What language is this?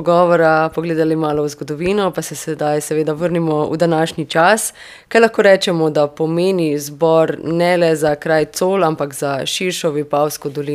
Slovenian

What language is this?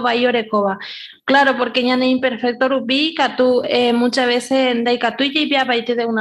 Guarani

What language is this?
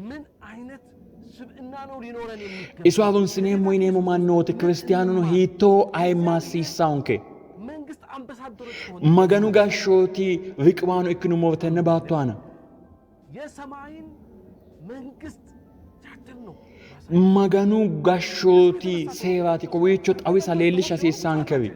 Sidamo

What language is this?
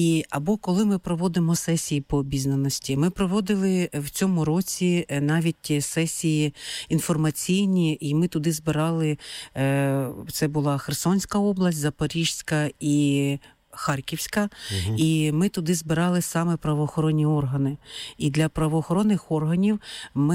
Ukrainian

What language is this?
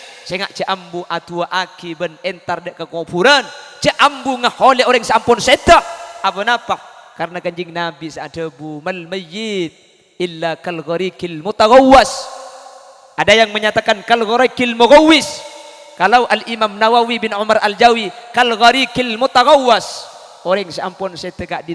Madurese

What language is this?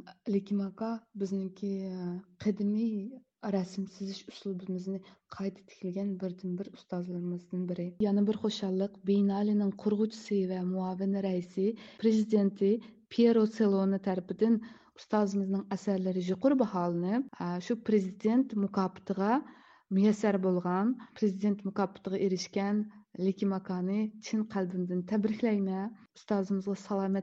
Uyghur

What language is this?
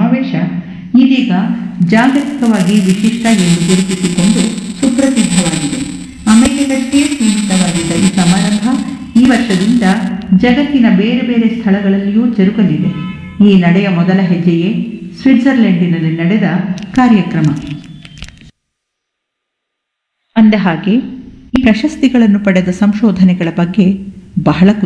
Kannada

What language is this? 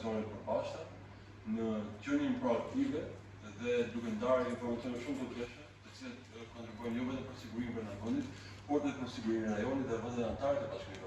Albanian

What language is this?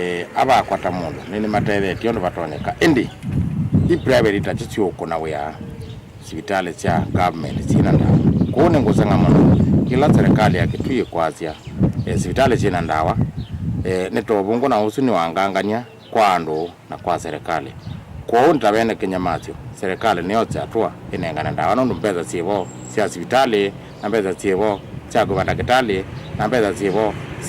Kamba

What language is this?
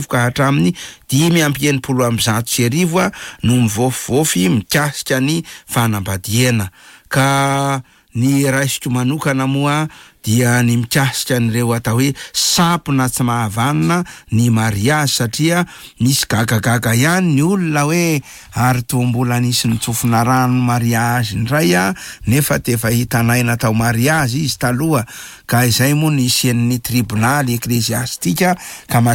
Malagasy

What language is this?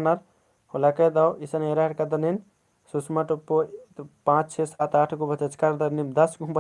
Kurukh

